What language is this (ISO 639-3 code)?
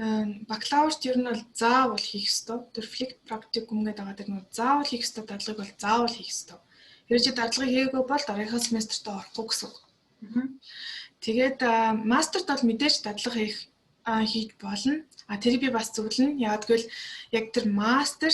mon